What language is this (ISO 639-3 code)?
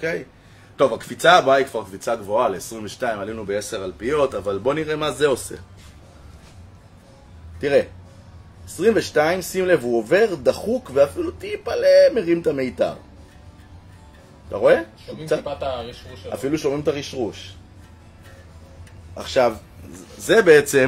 heb